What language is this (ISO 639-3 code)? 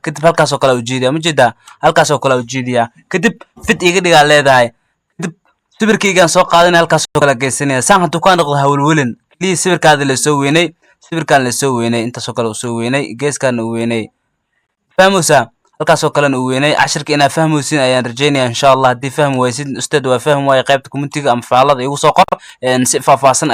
som